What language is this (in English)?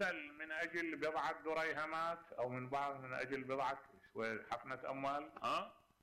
Mesopotamian Arabic